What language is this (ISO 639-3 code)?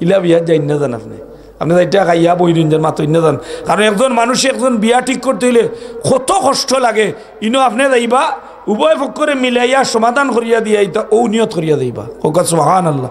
syl